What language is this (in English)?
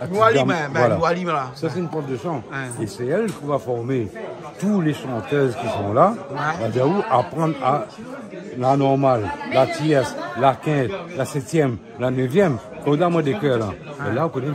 Réunion Creole French